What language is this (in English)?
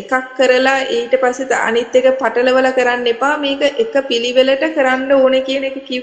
Sinhala